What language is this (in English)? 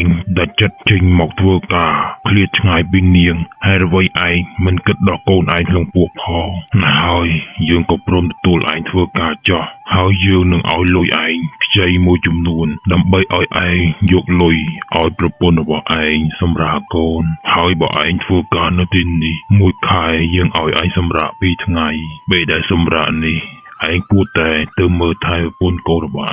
Khmer